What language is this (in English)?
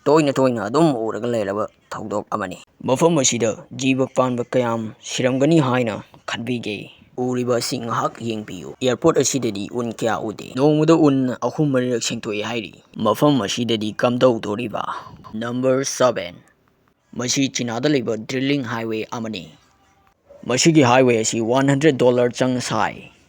Manipuri